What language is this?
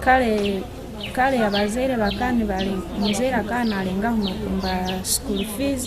Nyankole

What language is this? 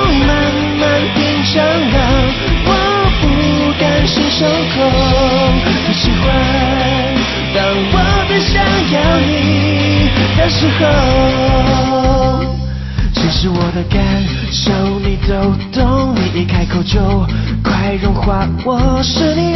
Chinese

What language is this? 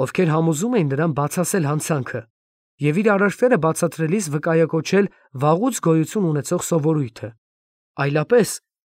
Armenian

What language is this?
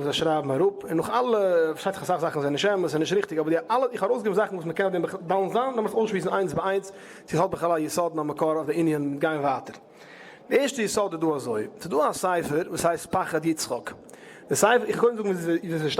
Yiddish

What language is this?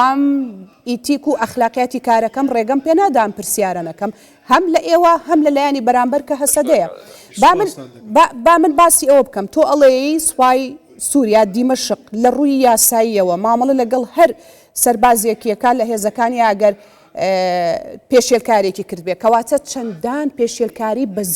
Central Kurdish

